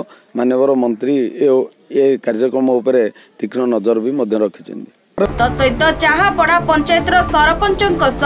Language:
Odia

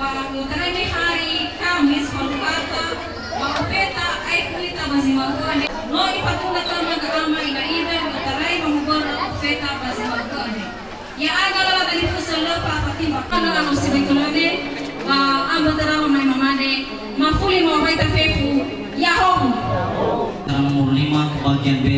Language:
Nias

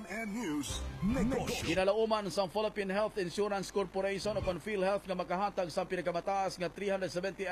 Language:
Hiligaynon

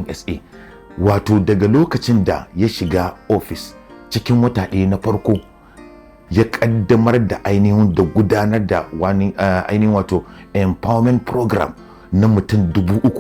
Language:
Hausa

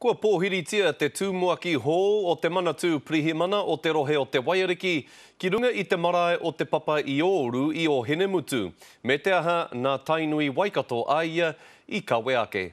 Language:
Māori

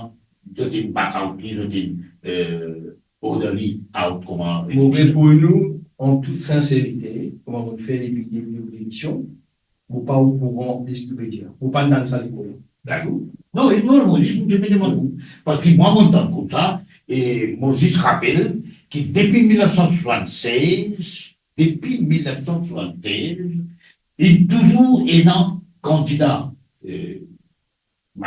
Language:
Morisyen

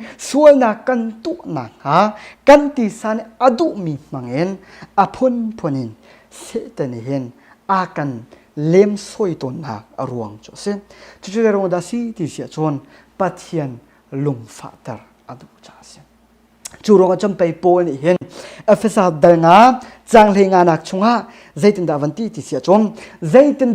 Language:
Hakha Chin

